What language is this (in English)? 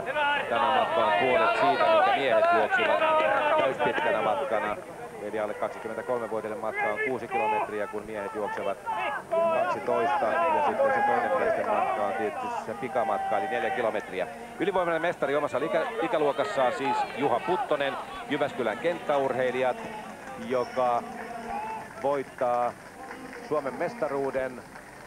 Finnish